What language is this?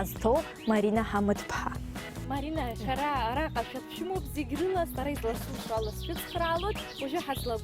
Abkhazian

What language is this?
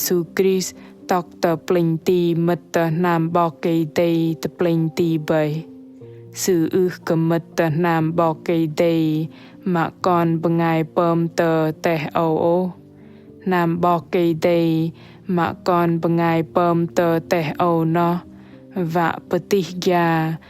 Bahnar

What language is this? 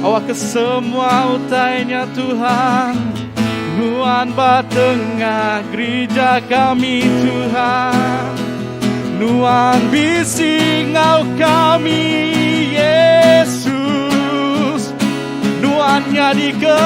Iban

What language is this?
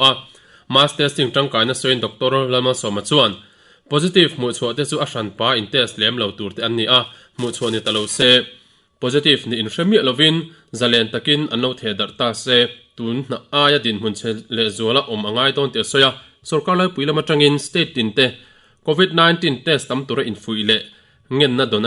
Mizo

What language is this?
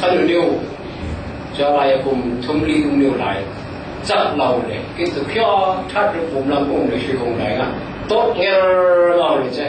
Falam Chin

